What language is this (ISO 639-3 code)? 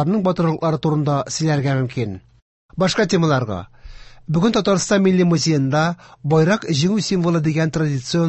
tat